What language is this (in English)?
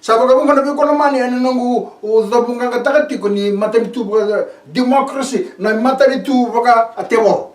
Fijian